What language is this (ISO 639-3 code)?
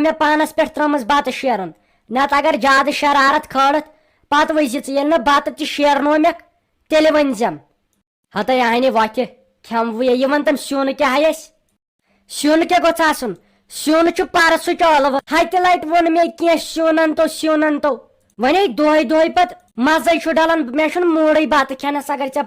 kas